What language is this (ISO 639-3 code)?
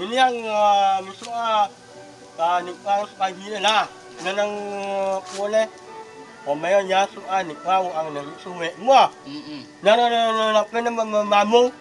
min